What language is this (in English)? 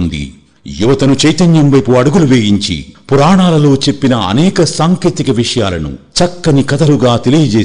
Telugu